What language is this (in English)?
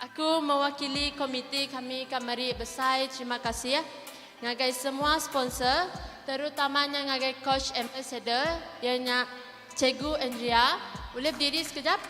Iban